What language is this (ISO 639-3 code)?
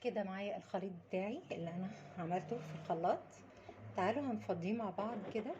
arz